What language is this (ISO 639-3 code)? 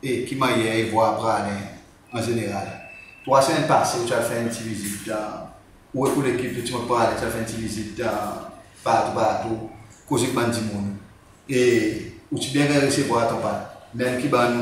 crs